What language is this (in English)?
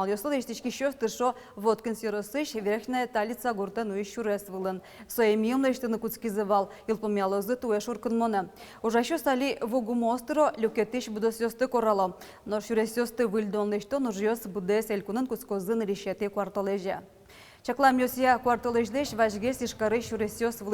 Udmurt